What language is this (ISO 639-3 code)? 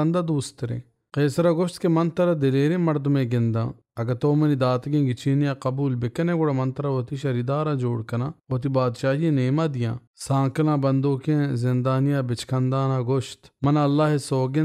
bal